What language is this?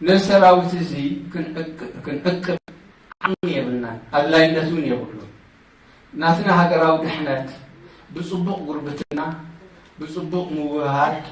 Tigrinya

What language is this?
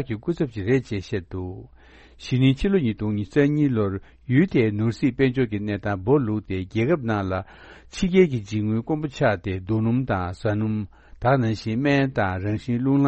Tibetan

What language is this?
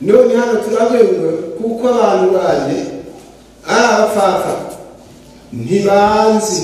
Kinyarwanda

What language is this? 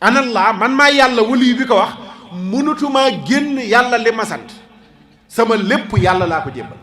Wolof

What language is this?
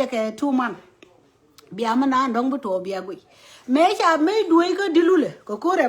Nuer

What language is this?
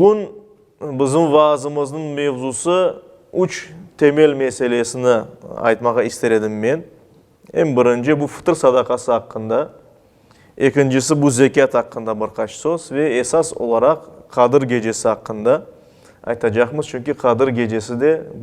Crimean Tatar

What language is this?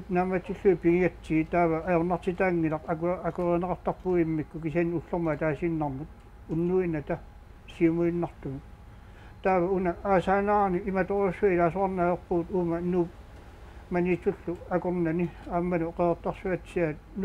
Kalaallisut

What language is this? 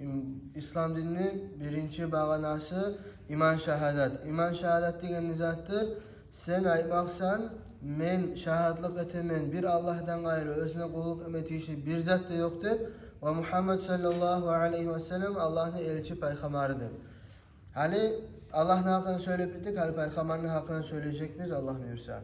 Kumyk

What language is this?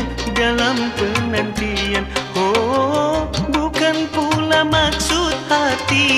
Malay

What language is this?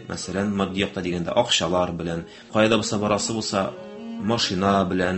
Tatar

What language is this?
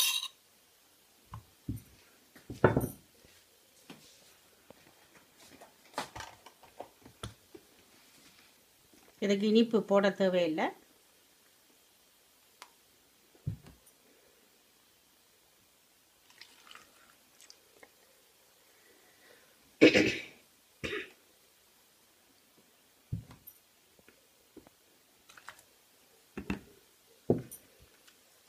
Tamil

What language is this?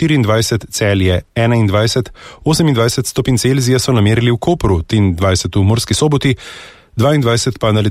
Slovenian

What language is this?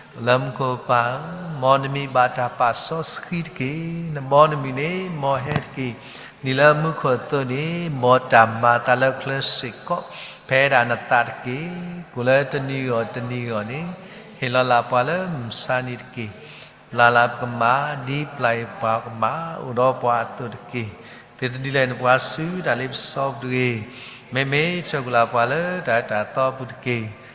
S'gaw Karen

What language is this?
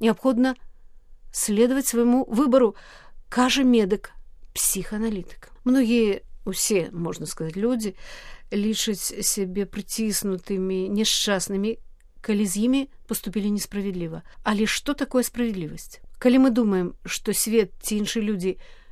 Belarusian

